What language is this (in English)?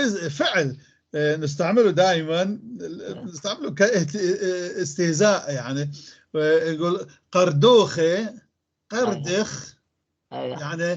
North Levantine Arabic